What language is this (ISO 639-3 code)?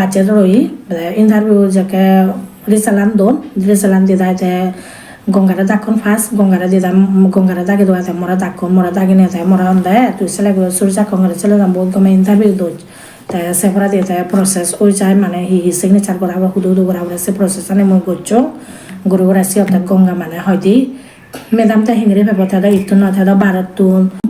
ccp